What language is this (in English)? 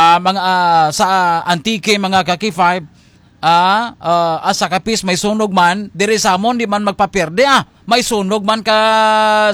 Hiligaynon